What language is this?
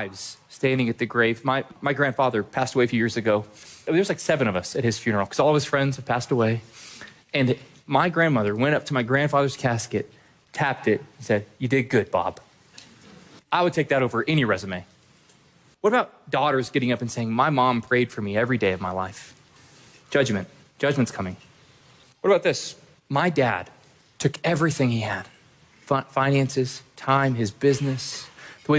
English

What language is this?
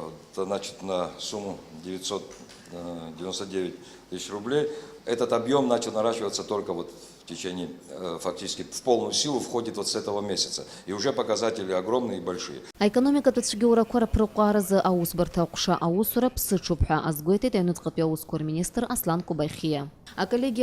Abkhazian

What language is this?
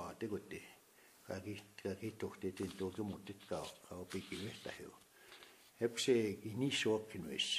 Plains Cree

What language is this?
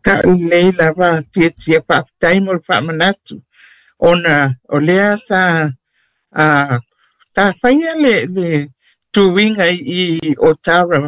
Samoan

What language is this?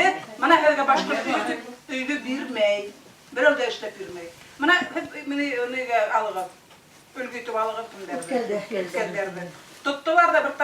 Bashkir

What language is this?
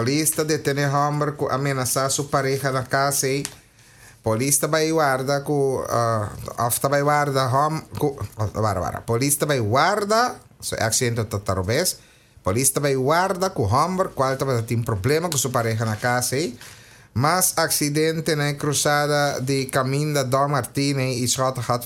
Papiamento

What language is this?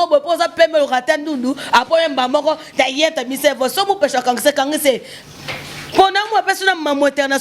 Lingala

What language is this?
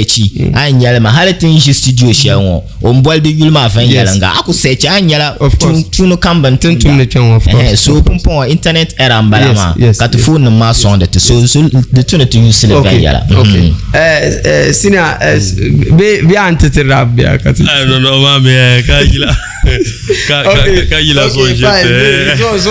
Dagbani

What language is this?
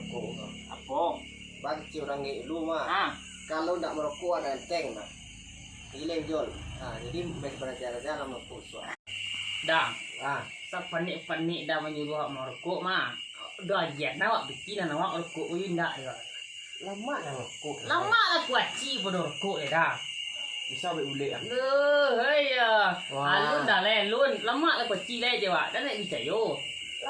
Minangkabau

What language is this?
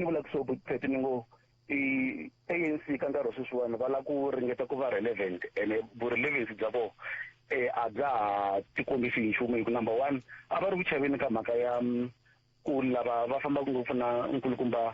Tsonga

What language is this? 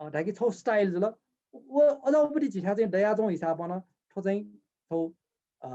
Newari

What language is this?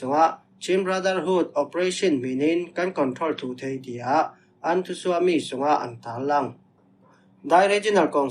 Falam Chin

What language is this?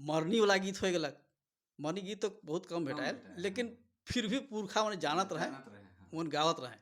Sadri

